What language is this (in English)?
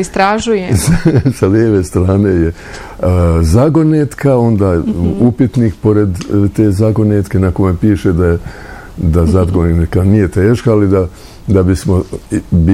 Bosnian